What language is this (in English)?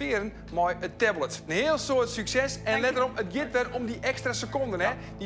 Western Frisian